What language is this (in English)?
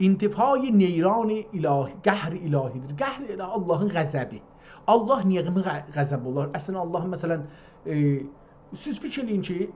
South Azerbaijani